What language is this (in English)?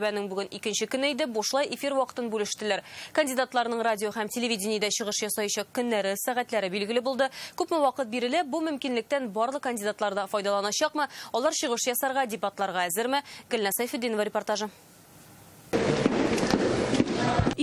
Tatar